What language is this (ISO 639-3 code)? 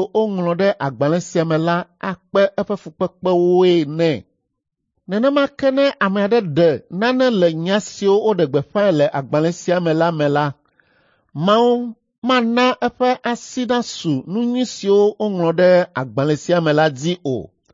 ewe